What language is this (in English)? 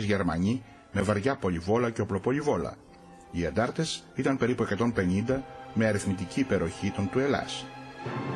Greek